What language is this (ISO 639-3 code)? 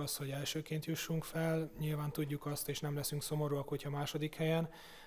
hun